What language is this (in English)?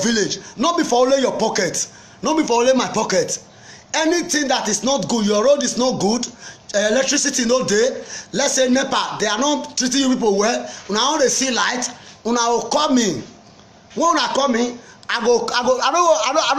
Nigerian Pidgin